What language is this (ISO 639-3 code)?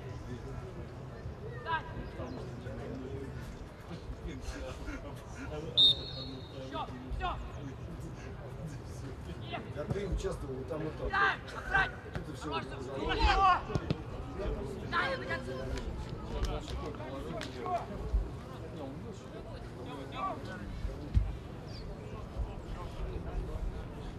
rus